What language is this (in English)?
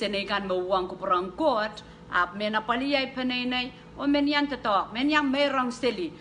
Pohnpeian